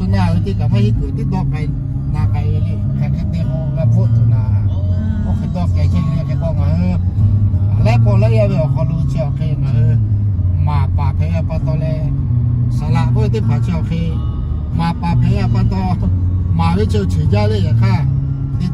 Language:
Lahu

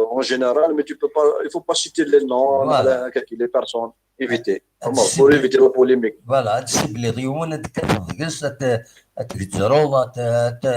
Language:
Kabyle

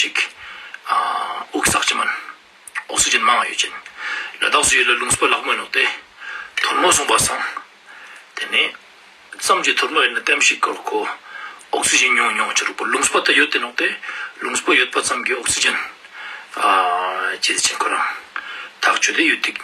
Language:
Ladakhi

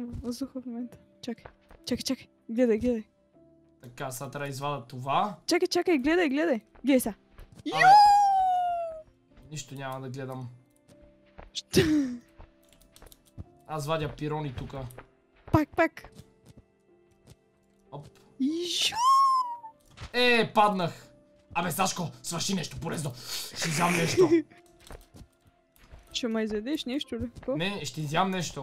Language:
Bulgarian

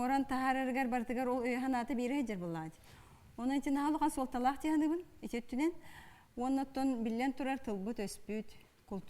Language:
Yakut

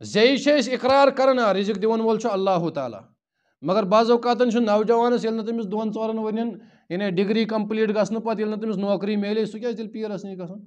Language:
Kashmiri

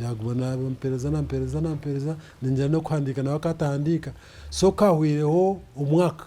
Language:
Nyankole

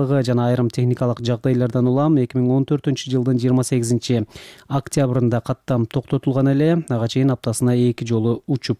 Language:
Kyrgyz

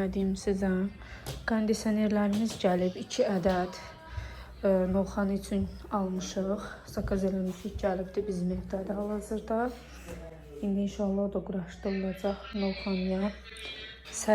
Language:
Azerbaijani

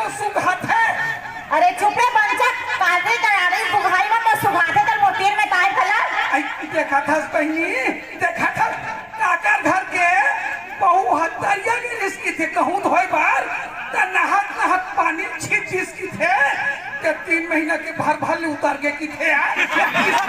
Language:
Chhattisgarhi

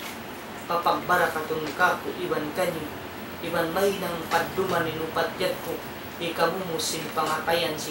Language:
Tausug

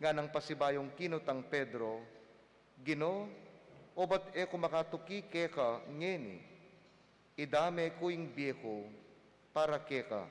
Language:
Pampanga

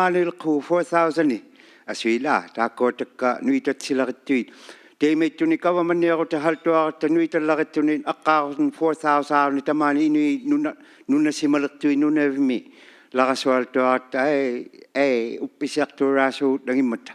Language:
Inuktitut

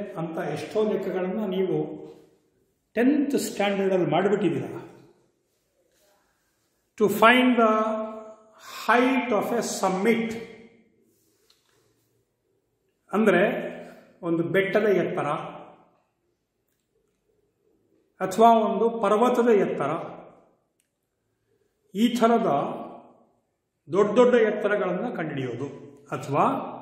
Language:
Kannada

